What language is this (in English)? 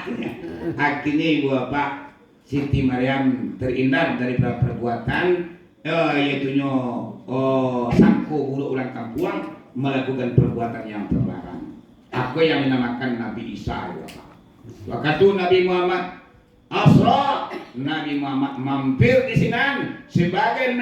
Minangkabau